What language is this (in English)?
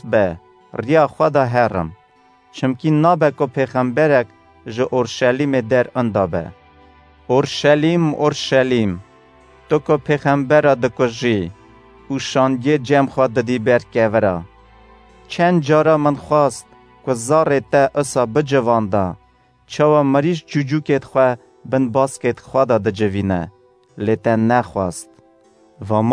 Kurdish